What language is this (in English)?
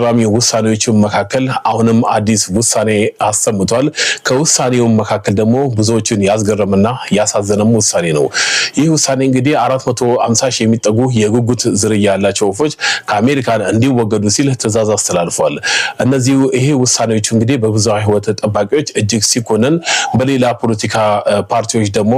Amharic